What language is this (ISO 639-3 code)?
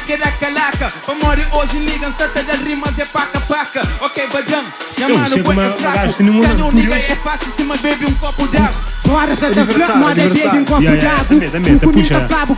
kea